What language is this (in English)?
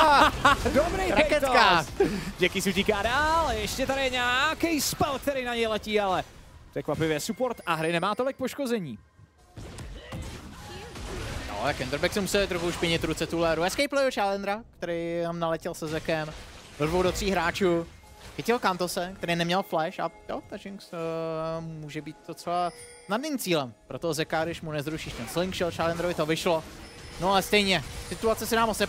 Czech